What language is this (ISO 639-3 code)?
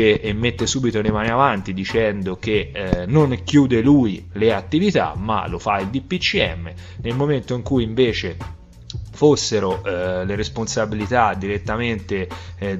ita